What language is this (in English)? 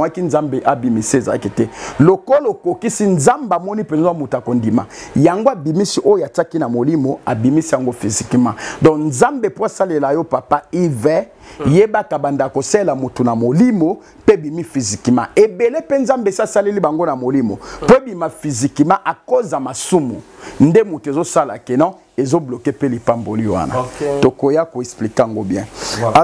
Lingala